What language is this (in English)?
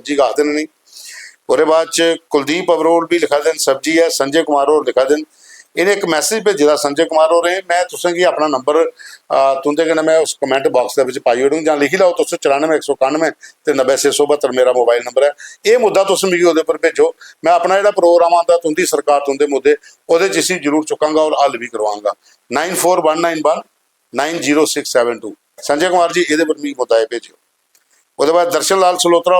Dogri